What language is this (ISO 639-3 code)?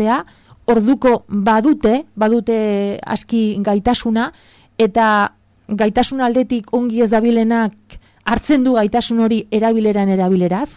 eus